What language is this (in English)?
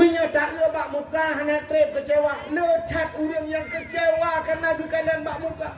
Achinese